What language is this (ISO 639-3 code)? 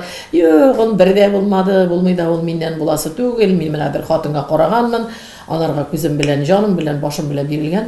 tat